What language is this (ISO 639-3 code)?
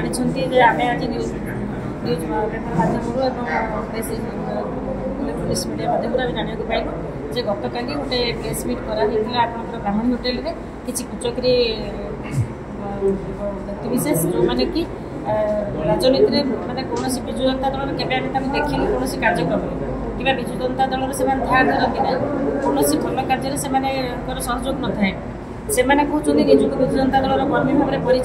ori